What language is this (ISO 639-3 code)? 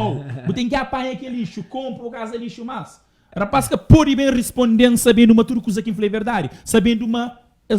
kea